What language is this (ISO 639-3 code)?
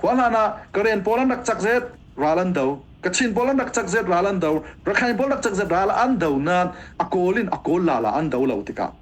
cfm